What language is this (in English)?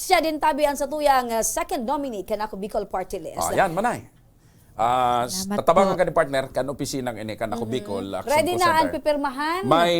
Bikol